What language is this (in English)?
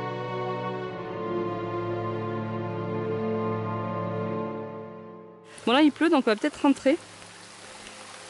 French